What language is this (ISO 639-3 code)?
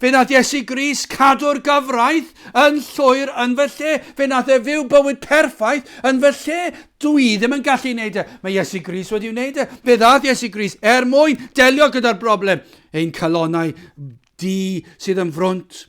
cym